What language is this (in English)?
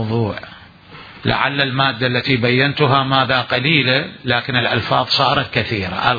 Mesopotamian Arabic